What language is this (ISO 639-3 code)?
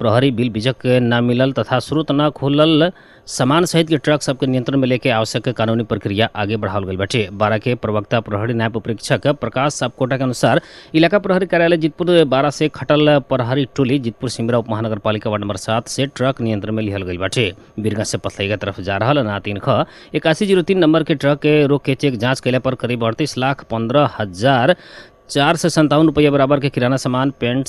bho